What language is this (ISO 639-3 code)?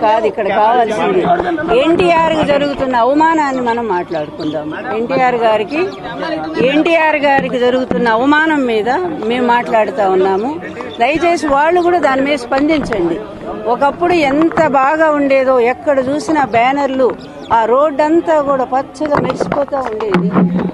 tel